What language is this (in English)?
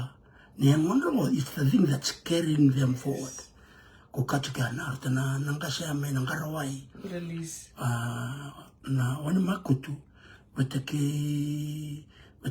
Fijian